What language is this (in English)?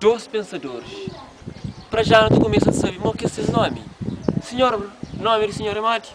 Kabuverdianu